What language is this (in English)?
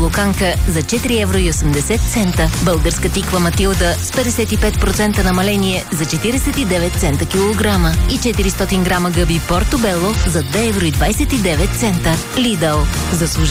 Bulgarian